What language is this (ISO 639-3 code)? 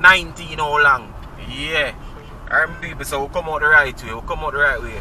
jam